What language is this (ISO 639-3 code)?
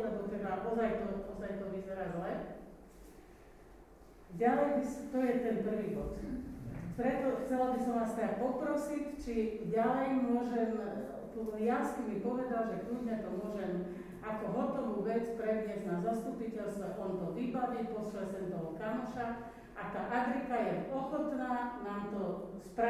slk